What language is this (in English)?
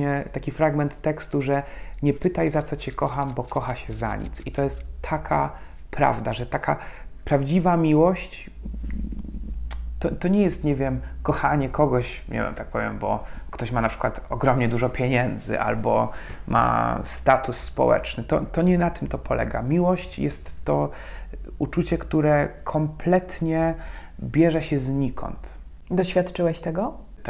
Polish